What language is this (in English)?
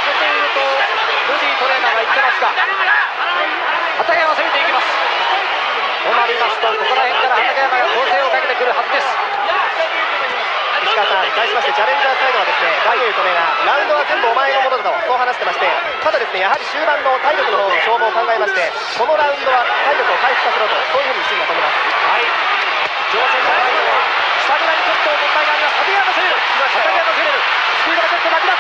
Japanese